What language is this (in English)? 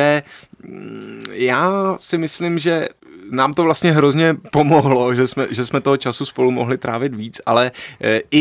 Czech